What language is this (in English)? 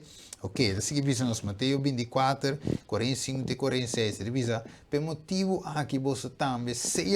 Papiamento